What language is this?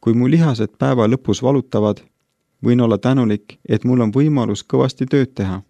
Estonian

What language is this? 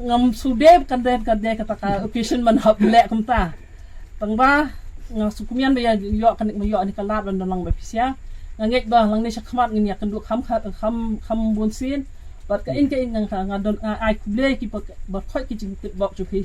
Khasi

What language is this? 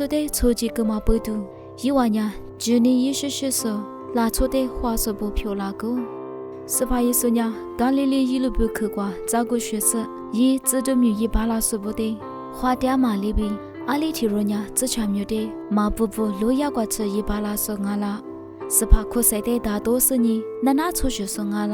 Lisu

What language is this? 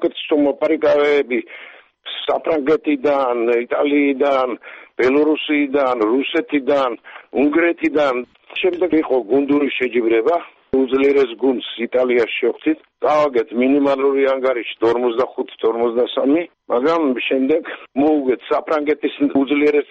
Georgian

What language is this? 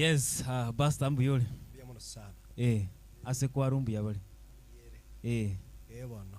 Gusii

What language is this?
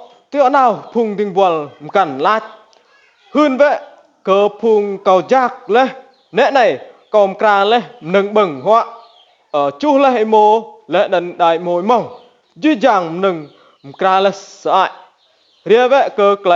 Rade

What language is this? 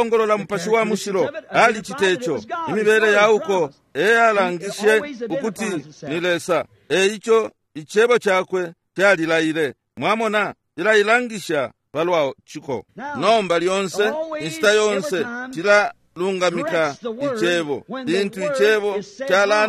Bemba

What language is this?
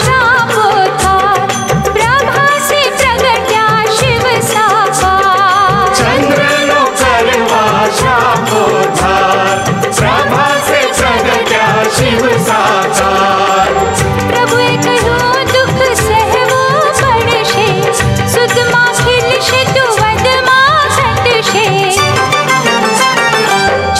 Gujarati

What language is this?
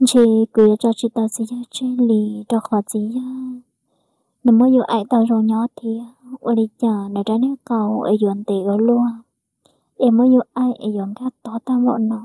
Hmong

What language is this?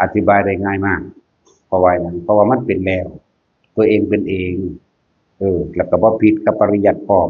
Northeastern Thai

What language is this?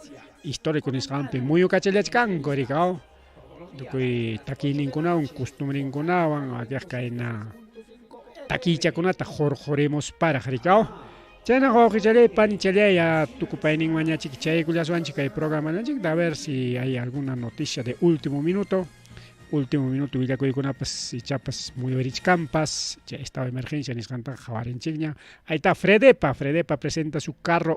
Ayacucho Quechua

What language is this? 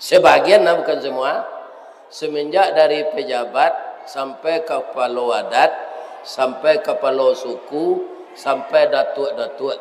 Minangkabau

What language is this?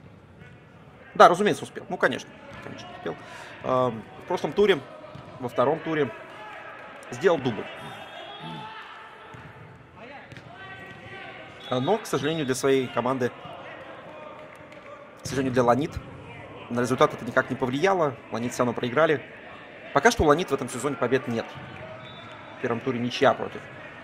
Russian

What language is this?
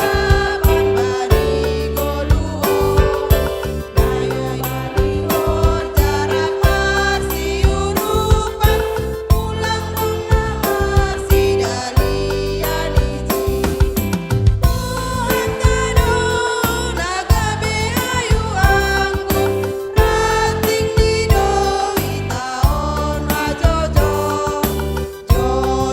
Batak Simalungun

